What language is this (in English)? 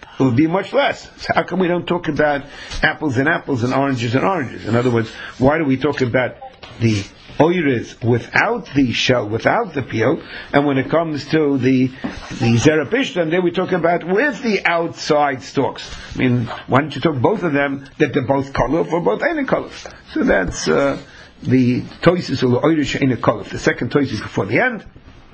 English